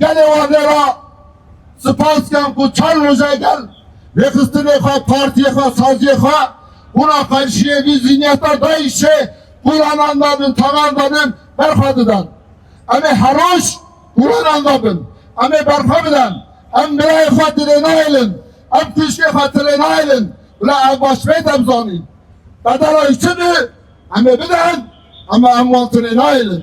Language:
Kurdish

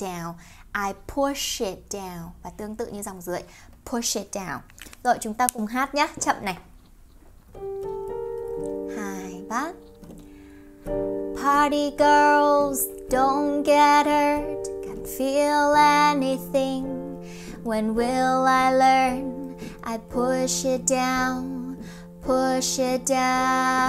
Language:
Vietnamese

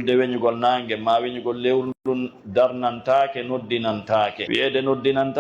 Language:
Fula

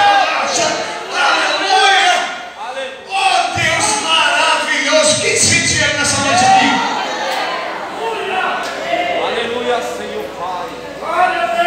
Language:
Portuguese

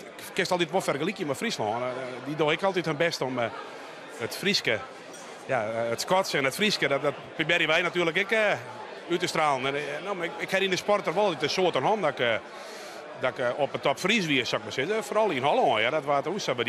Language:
Western Frisian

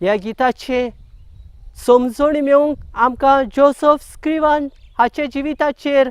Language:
Konkani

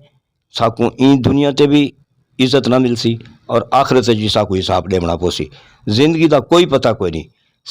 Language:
Saraiki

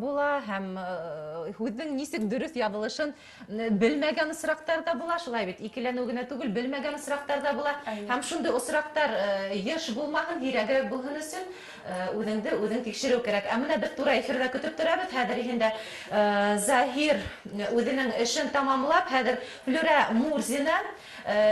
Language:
Bashkir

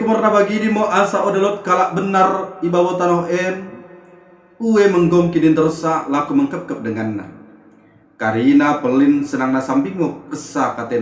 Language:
Batak Dairi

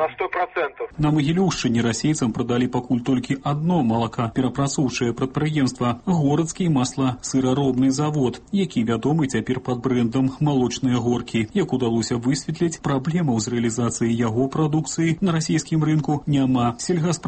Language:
Belarusian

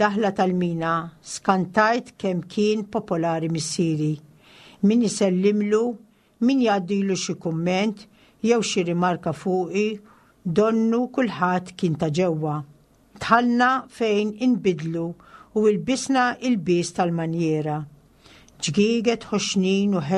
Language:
Maltese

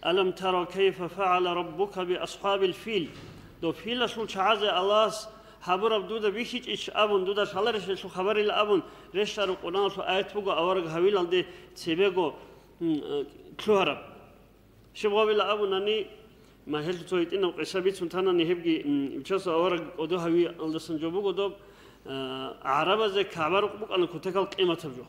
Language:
Avaric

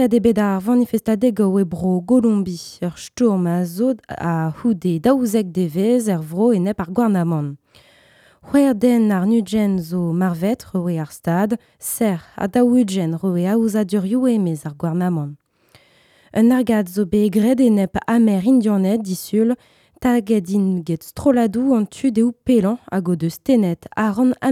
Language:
Breton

